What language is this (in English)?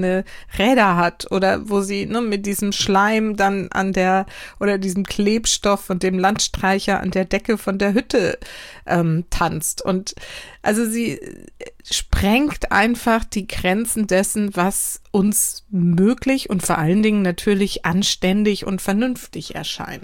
German